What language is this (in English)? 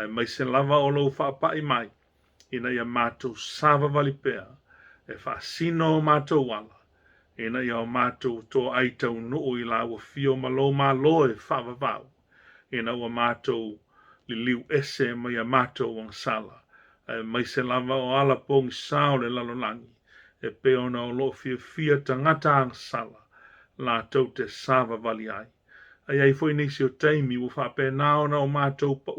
Samoan